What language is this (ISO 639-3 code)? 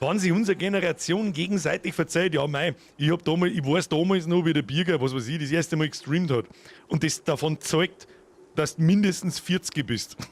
bar